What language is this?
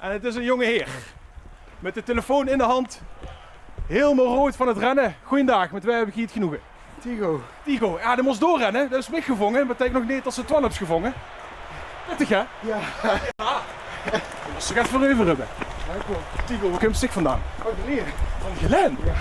Limburgish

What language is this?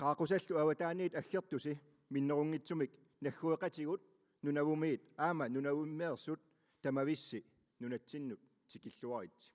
Kalaallisut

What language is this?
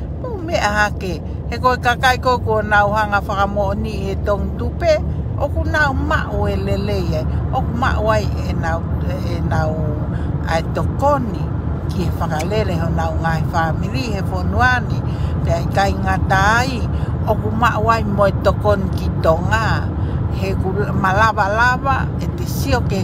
Tongan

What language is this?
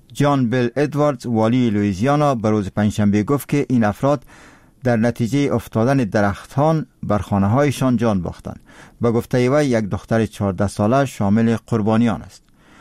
Persian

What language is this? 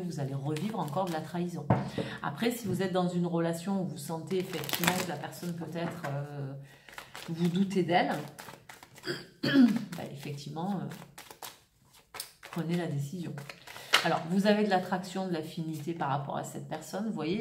French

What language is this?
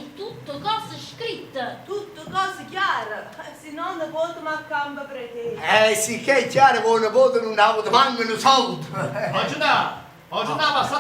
Neapolitan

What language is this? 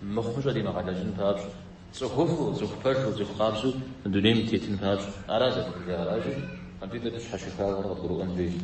Kabardian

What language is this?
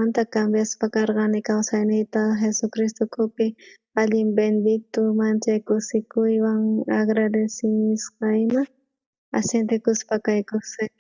South Bolivian Quechua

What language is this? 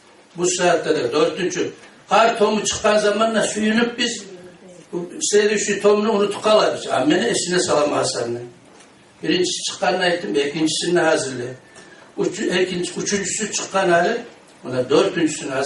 Kumyk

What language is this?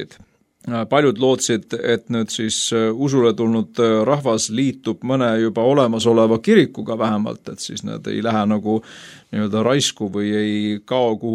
Estonian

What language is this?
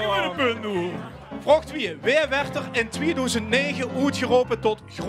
Limburgish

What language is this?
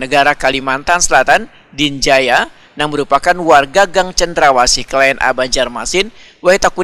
Banjar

